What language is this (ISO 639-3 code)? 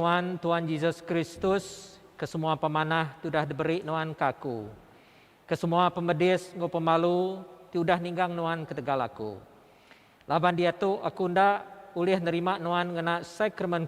iba